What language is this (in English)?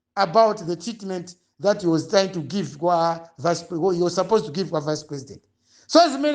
Nyanja